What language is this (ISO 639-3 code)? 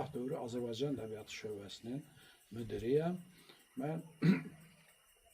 aze